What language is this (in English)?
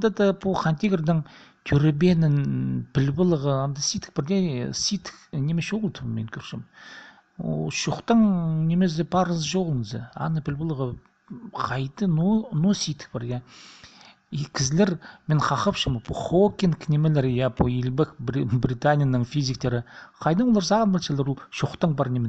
Khakas